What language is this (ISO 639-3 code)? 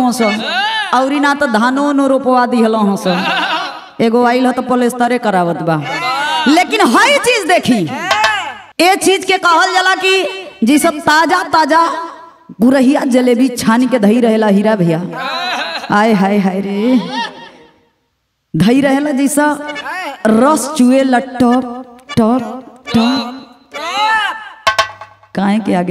bho